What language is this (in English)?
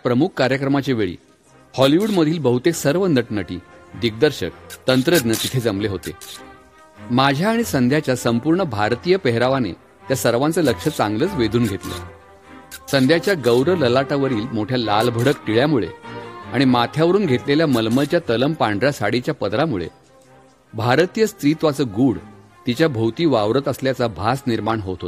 Marathi